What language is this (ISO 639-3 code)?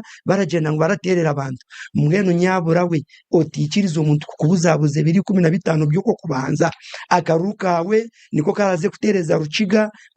nyn